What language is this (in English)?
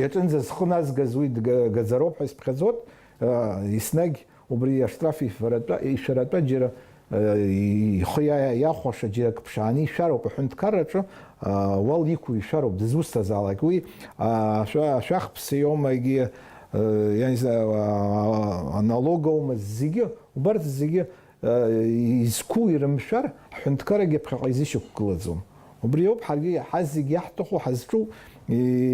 Abkhazian